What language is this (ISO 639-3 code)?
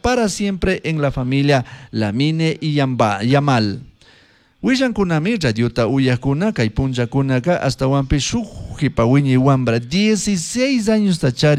qug